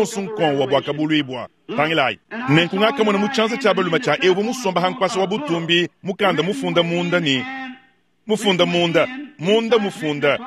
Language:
Luba-Lulua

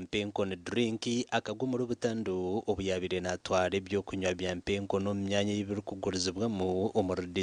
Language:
Nyankole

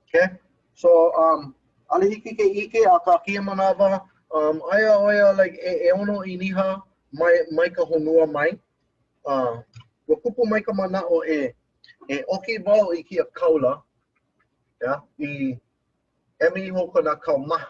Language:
Hawaiian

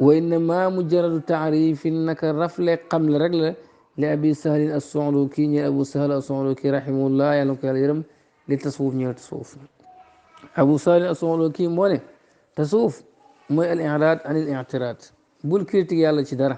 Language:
Wolof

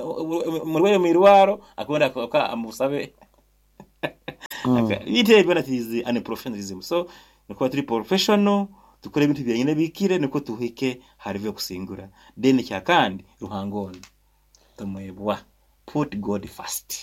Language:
Nyoro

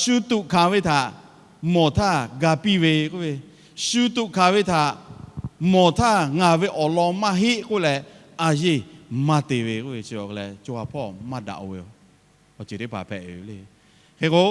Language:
Lahu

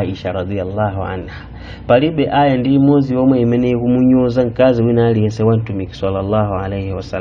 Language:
Nyanja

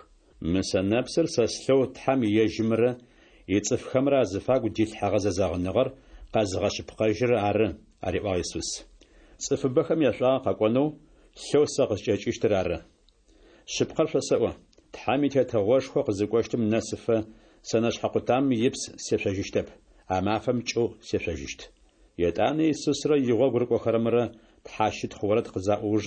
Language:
Adyghe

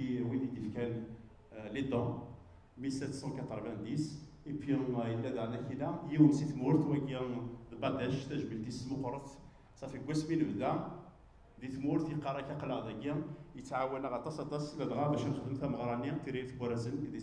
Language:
Kabyle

